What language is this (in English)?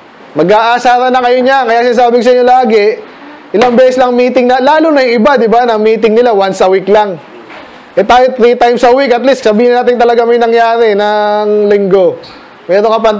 Filipino